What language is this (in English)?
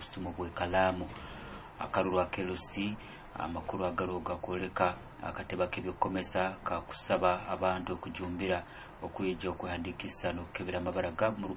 Nyoro